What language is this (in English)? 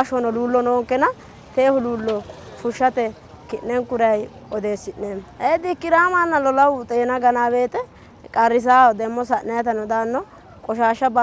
Sidamo